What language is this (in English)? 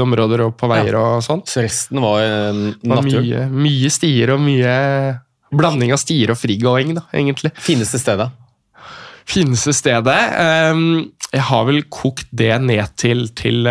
Norwegian